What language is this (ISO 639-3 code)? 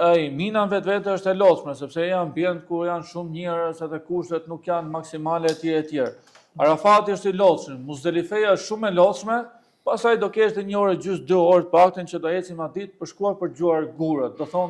sqi